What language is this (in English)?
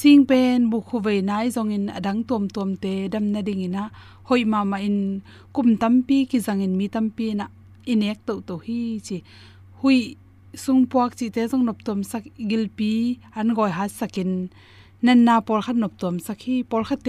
Tedim Chin